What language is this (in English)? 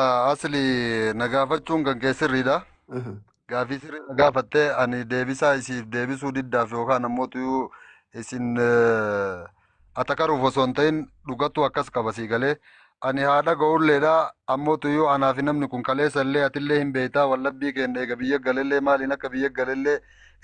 Oromo